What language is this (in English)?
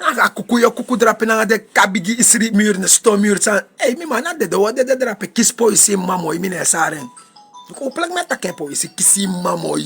Sranan Tongo